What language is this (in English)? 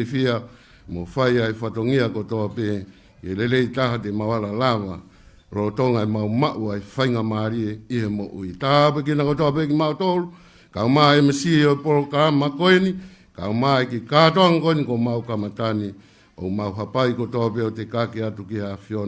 Tongan